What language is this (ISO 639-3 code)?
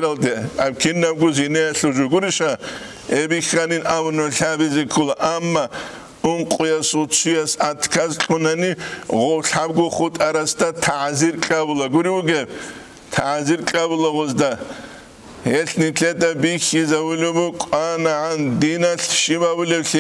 ava